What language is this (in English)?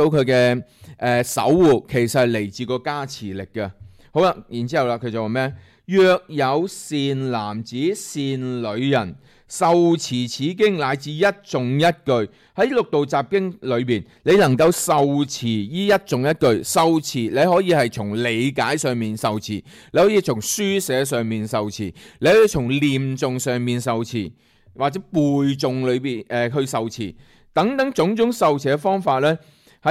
Cantonese